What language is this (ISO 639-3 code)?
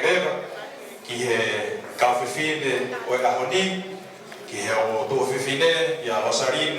ton